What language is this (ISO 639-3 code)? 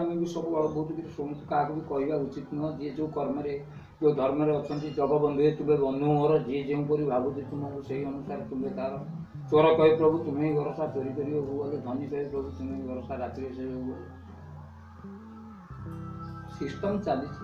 ori